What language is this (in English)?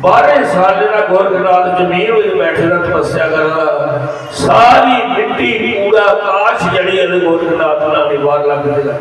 Dogri